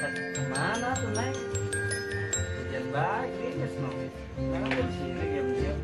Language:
Betawi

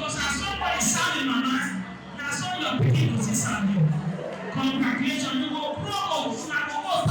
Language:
Nigerian Pidgin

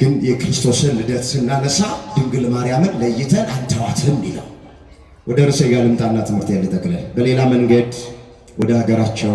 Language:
Amharic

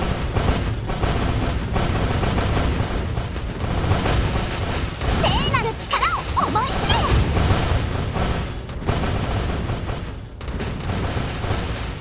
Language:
Japanese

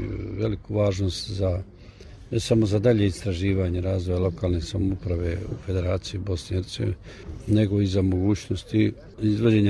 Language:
Bosnian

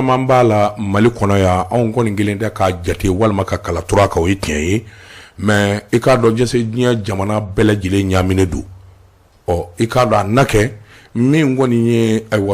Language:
Bambara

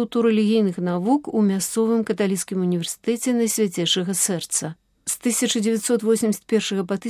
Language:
Belarusian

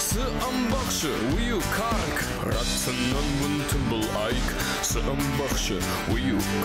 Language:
Ossetic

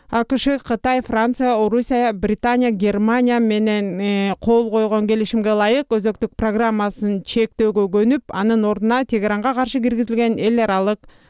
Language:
Kyrgyz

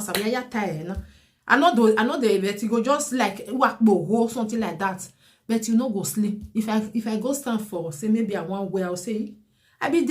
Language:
Nigerian Pidgin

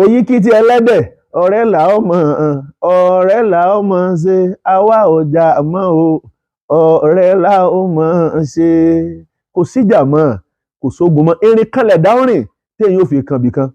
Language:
Yoruba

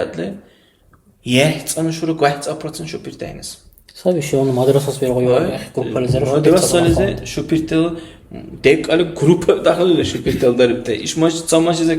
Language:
Dargwa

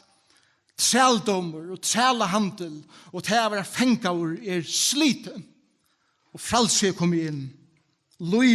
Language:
Faroese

